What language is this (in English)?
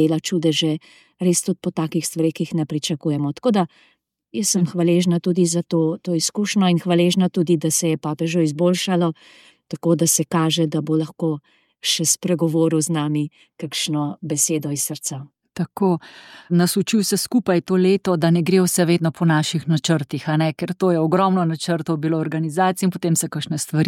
Slovenian